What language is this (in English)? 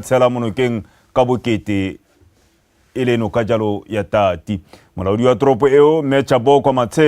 Tswana